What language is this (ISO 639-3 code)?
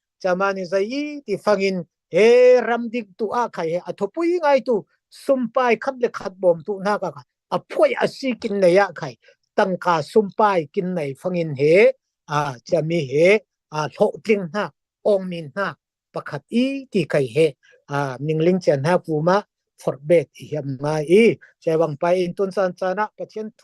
cfm